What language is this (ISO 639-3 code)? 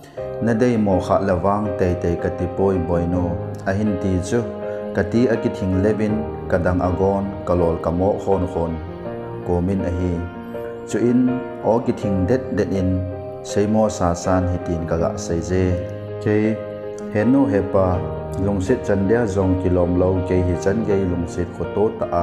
tcz